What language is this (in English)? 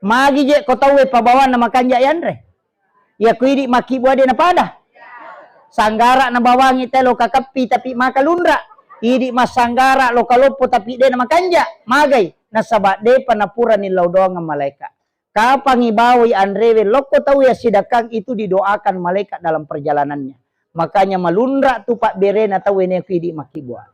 Buginese